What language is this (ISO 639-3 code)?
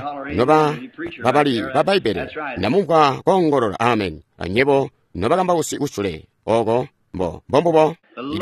toi